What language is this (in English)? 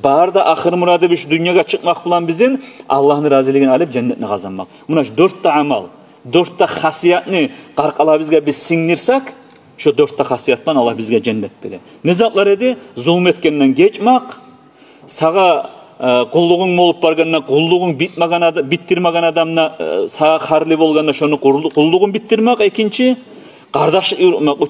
Kumyk